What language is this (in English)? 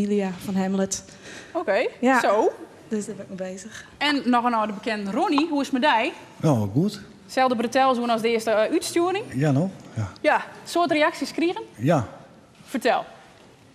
Western Frisian